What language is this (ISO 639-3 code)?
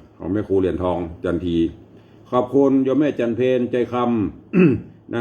nod